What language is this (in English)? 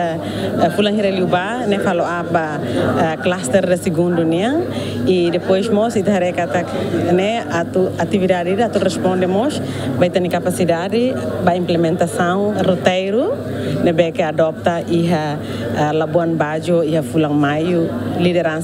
Tetum